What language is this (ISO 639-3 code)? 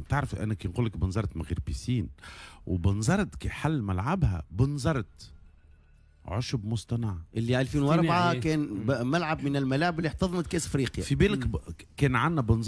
aeb